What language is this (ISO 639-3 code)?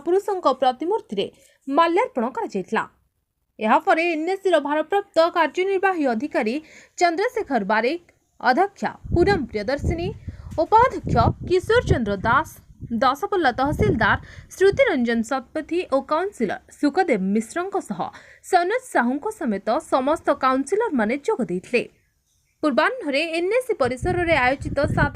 ori